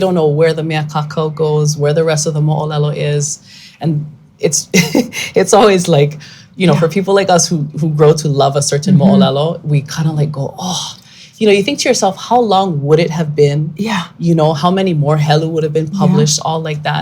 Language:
Hawaiian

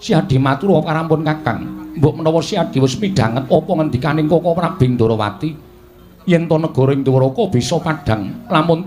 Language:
Javanese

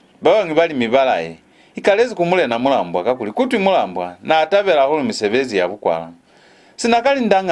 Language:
Lozi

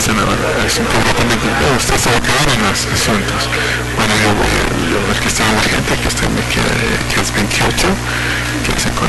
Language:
Spanish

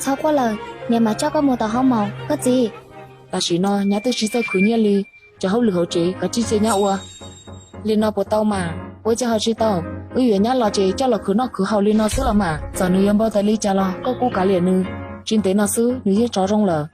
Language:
Hmong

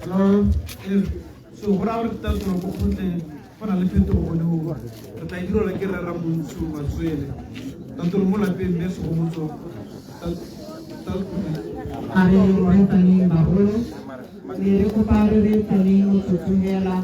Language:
Tswana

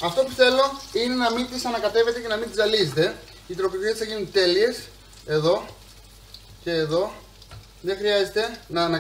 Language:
Greek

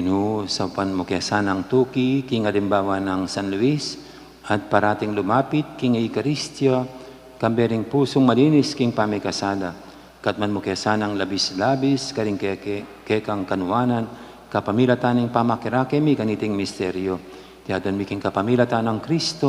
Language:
Pampanga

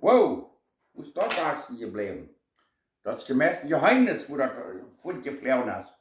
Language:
Plautdietsch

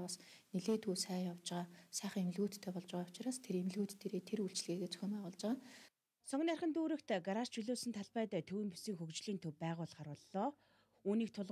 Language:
Mongolian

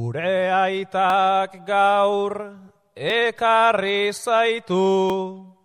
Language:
Basque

